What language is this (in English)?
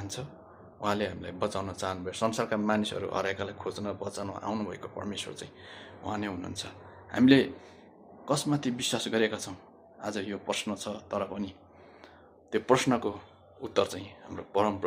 Nepali